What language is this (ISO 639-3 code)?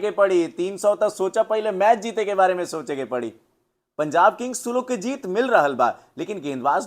bho